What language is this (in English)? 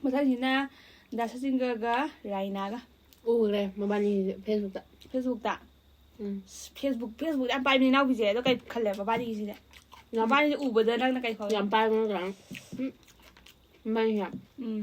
Manipuri